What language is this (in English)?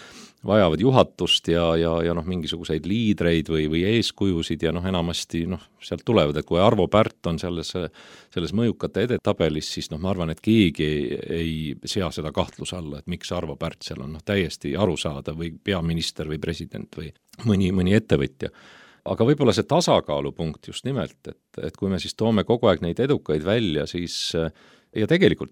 Estonian